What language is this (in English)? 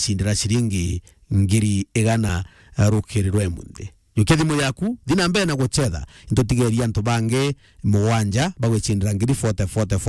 Meru